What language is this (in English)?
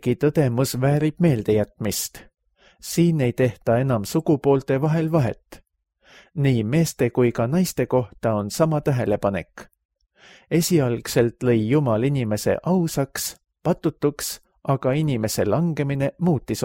Estonian